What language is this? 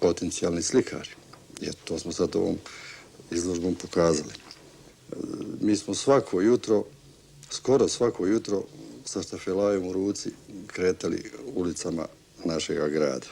Bosnian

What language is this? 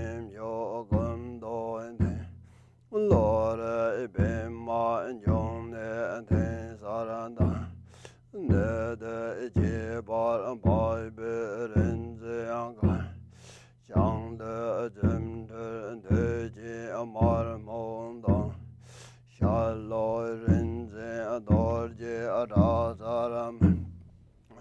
Tibetan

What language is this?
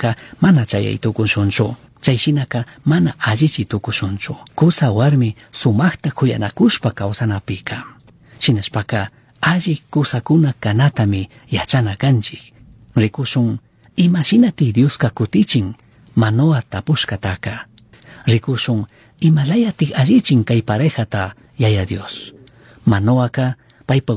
Chimborazo Highland Quichua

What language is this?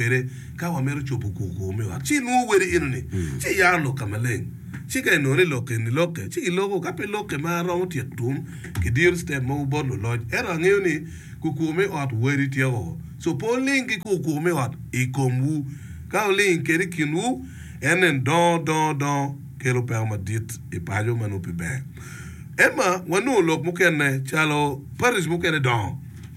Acoli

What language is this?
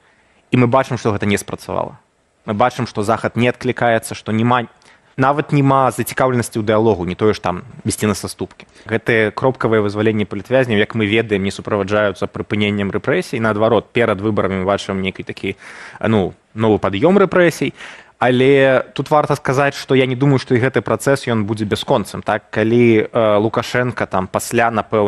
Belarusian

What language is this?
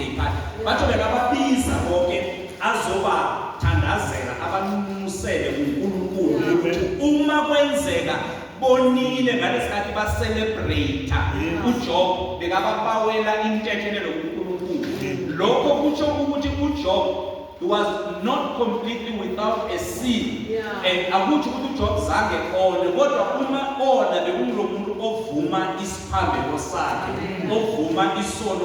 Zulu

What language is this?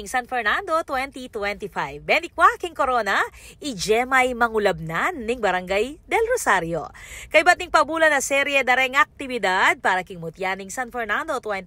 Pampanga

